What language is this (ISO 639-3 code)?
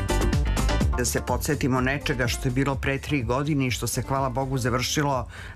srp